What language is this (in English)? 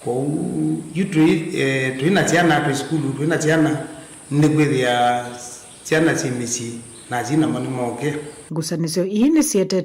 Kamba